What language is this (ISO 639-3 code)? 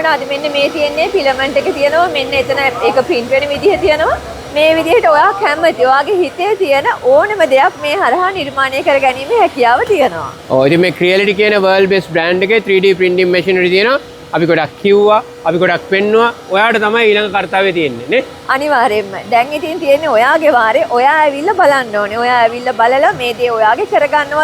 sin